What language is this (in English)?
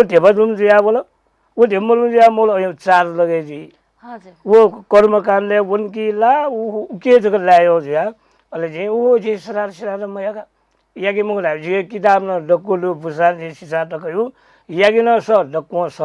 Newari